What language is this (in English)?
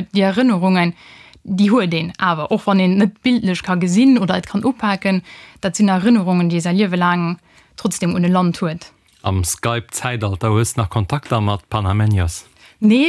Luxembourgish